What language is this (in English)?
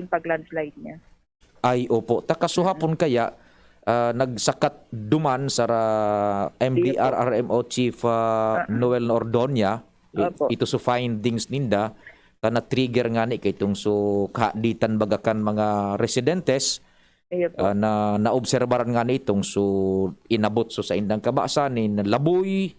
Bikol